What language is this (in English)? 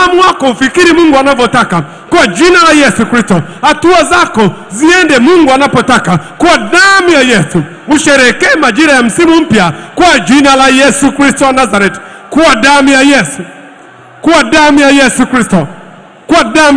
Swahili